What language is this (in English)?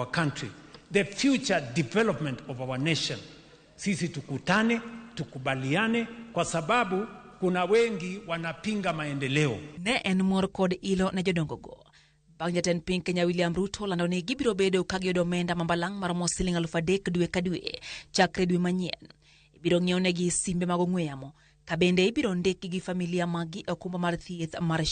Luo (Kenya and Tanzania)